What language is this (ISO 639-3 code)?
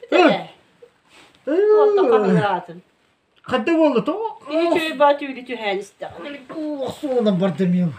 sah